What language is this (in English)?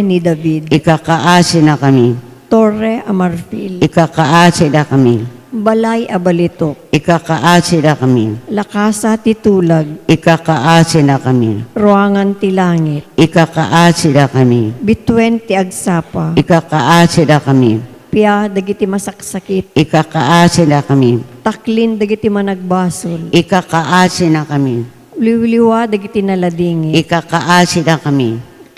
Iloko